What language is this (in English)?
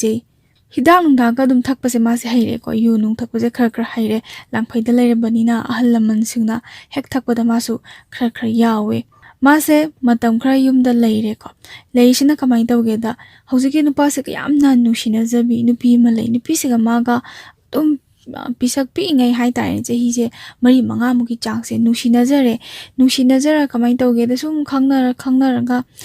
Manipuri